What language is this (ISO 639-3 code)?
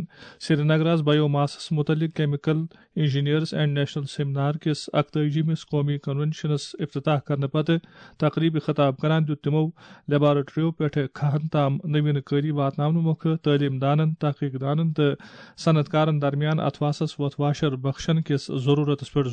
kas